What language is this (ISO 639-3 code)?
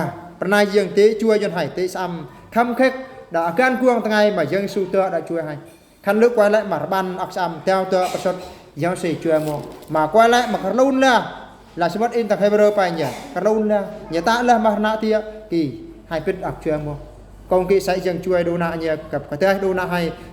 bru